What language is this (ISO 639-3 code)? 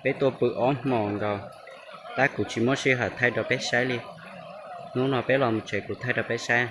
hmn